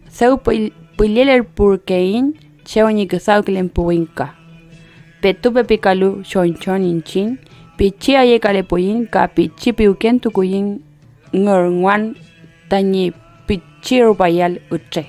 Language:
Mapuche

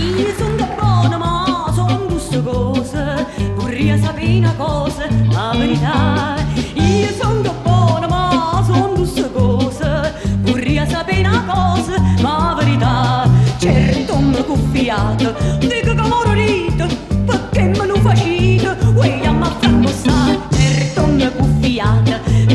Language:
Neapolitan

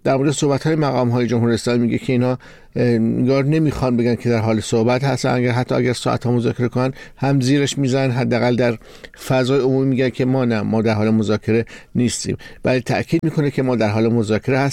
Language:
Persian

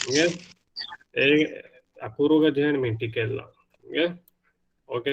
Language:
Divehi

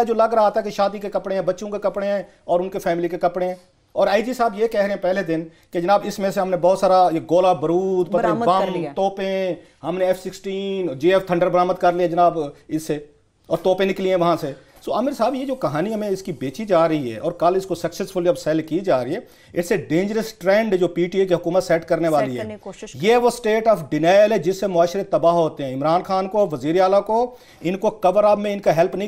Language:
Urdu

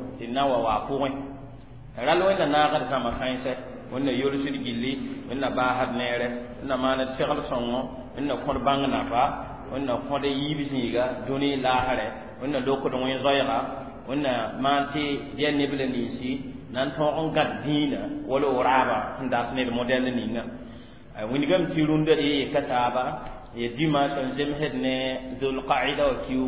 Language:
Mossi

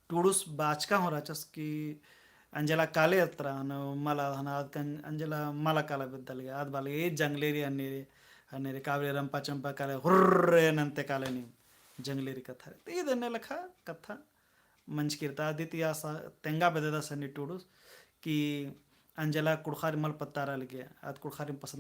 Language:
Kurukh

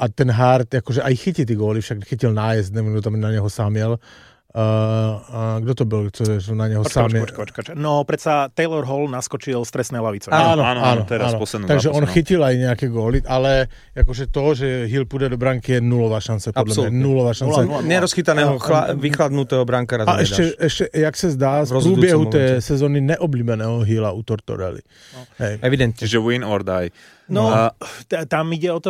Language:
Slovak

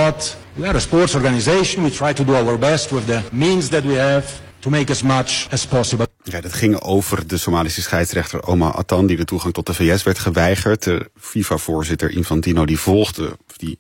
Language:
Dutch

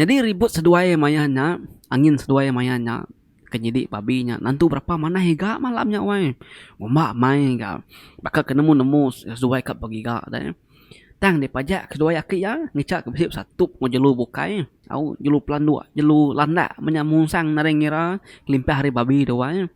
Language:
Iban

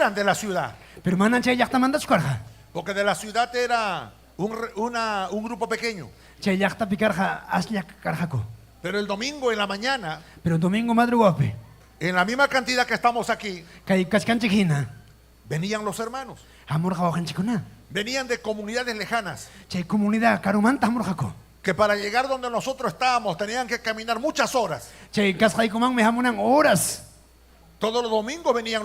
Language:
Ayacucho Quechua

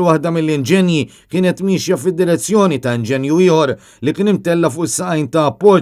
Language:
Maltese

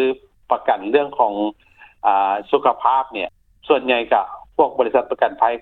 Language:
Lao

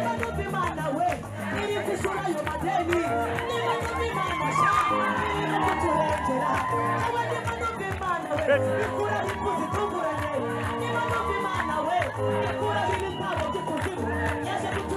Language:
Kinyarwanda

